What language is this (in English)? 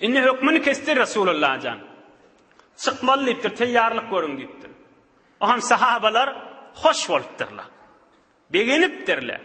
Turkmen